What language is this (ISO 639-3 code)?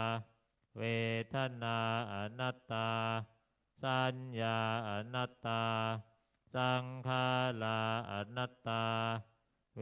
pli